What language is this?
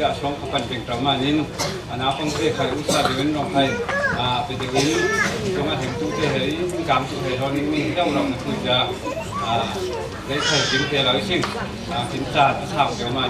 Falam Chin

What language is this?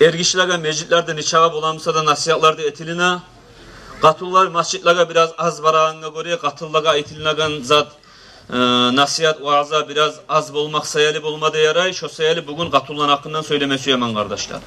Kumyk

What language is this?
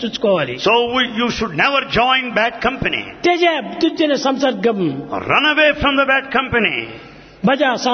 Telugu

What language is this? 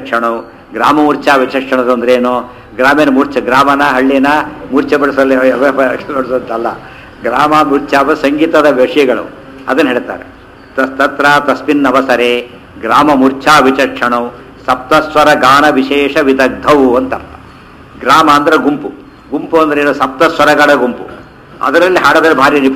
Kannada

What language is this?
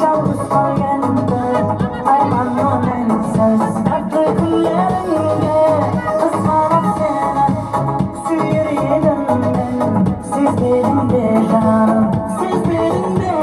Kara-Kalpak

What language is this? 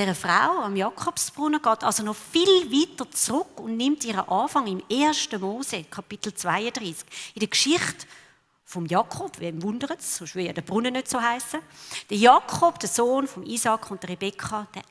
Swiss German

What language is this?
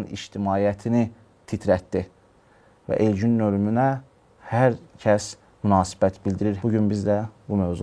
Azerbaijani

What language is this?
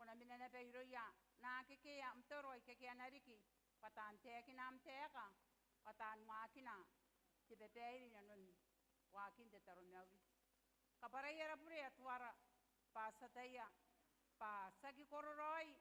Gilbertese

